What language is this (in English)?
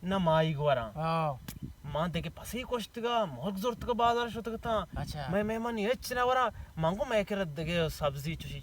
Baluchi